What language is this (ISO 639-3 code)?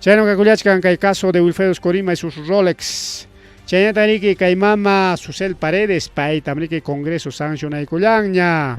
quy